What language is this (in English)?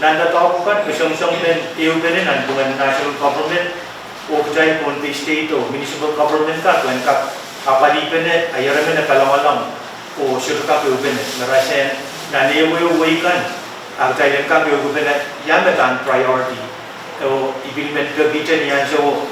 Pohnpeian